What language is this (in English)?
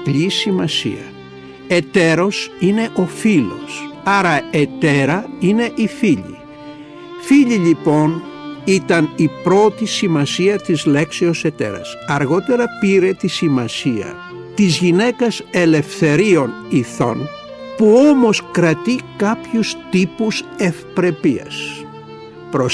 Greek